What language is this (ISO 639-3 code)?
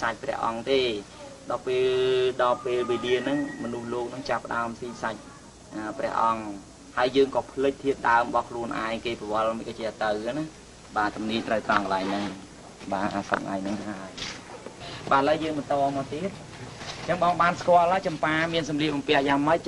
khm